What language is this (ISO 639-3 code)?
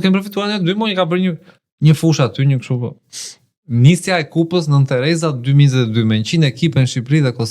sqi